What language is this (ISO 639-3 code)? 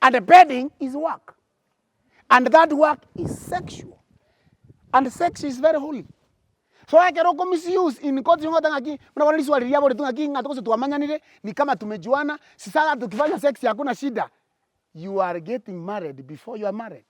guz